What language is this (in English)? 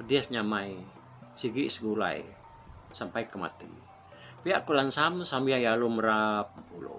Iban